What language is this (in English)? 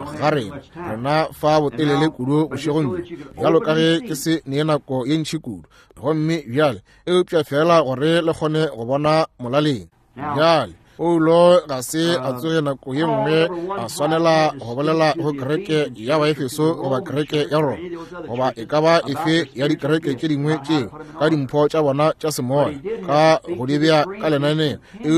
Northern Sotho